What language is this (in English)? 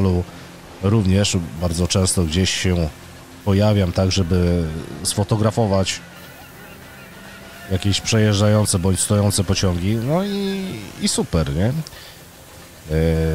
Polish